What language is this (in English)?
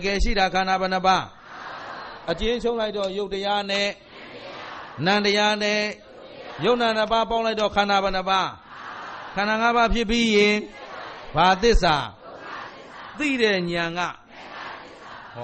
Burmese